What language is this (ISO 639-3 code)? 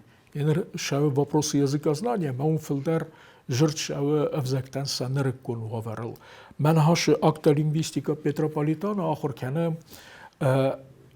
oss